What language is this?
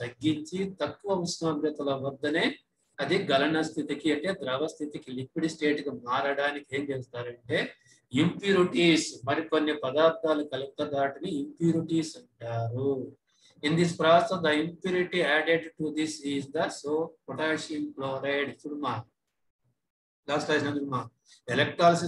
Telugu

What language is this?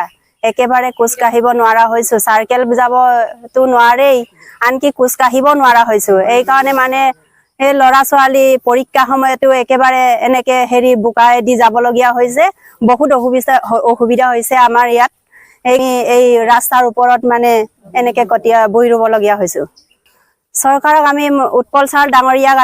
Assamese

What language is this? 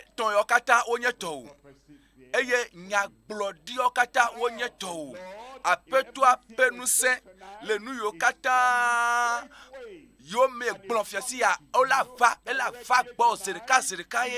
Ewe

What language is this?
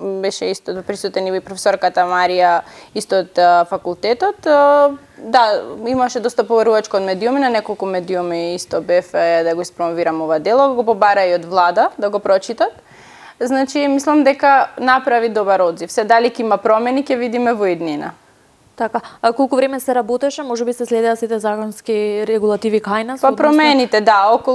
Macedonian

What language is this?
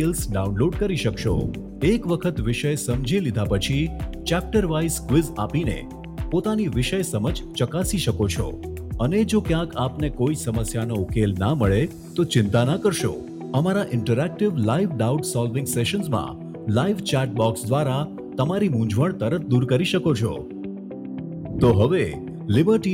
Gujarati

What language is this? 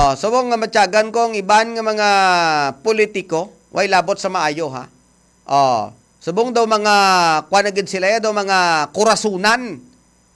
Hiligaynon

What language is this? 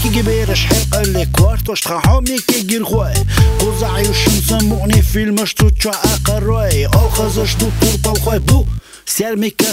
Chechen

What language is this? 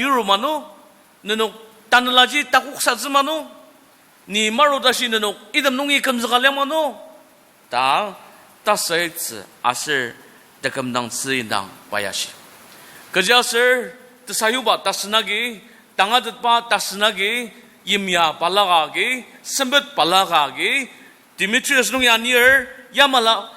Ao Naga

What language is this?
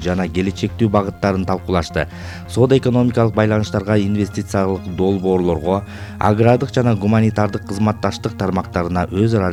Kyrgyz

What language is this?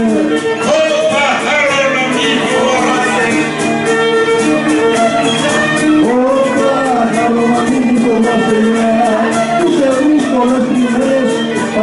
Greek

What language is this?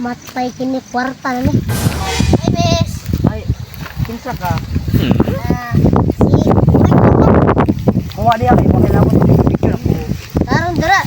Cebuano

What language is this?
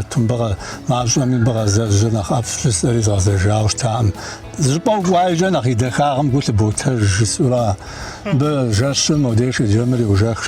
Kabardian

